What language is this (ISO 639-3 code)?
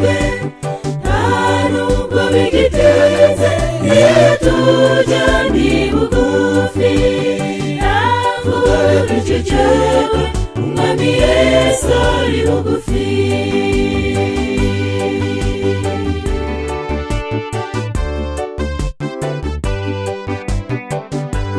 kin